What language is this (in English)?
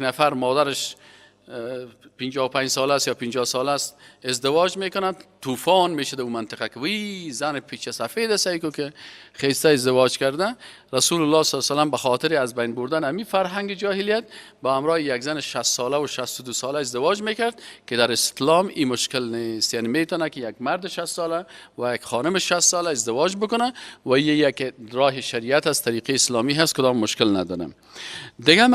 Persian